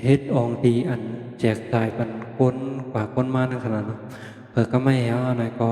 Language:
Shan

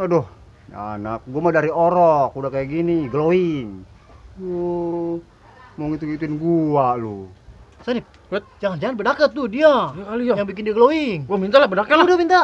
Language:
Betawi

